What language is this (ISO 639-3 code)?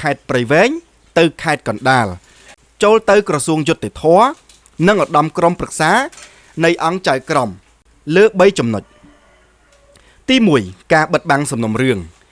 khm